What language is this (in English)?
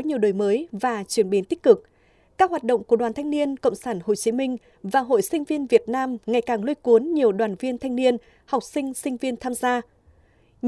Vietnamese